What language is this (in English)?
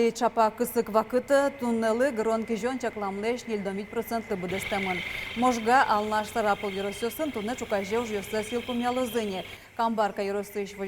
Udmurt